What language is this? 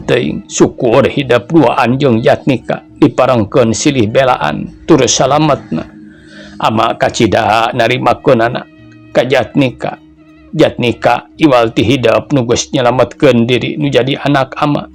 Sundanese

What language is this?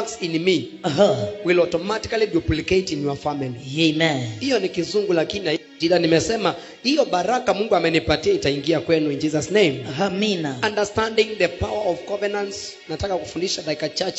Swahili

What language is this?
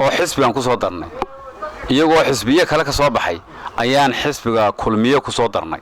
Somali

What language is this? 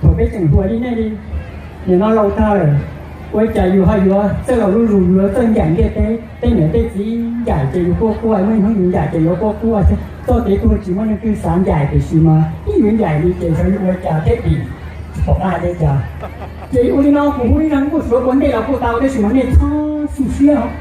Hmong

